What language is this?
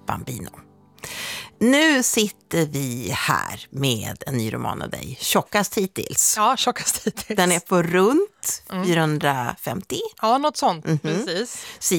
Swedish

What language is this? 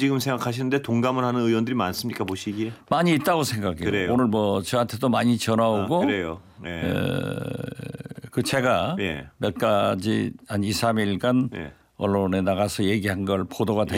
Korean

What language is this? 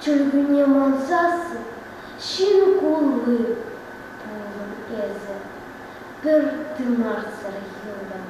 Chuvash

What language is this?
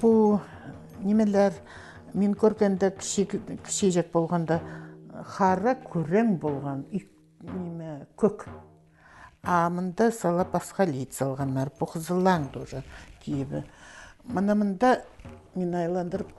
Khakas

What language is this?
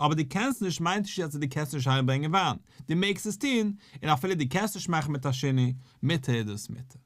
Yiddish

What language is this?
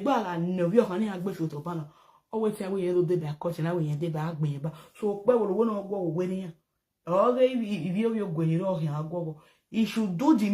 Nigerian Pidgin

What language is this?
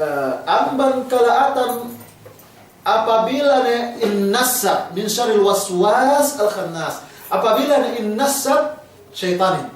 Yakan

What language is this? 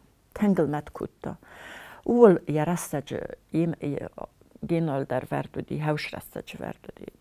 Ossetic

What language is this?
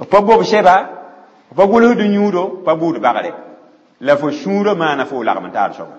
Mossi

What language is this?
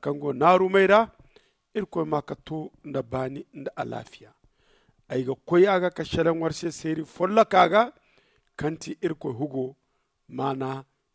Zarma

